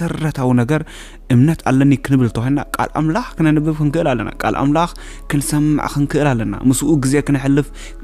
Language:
Tigrinya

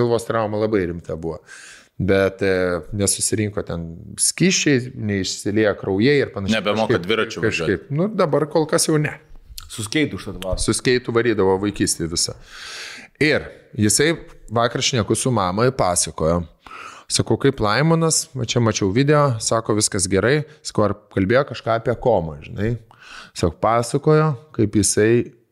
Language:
Lithuanian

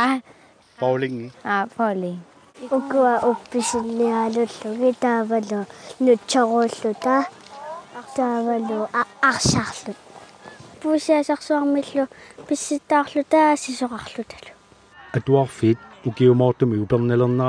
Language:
Kalaallisut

